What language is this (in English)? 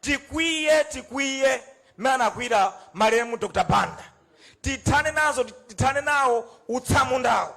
Nyanja